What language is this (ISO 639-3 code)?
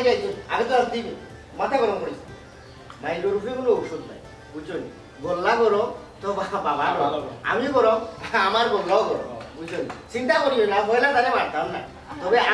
syl